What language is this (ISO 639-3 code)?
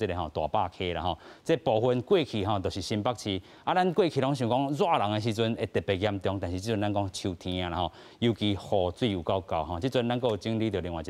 nan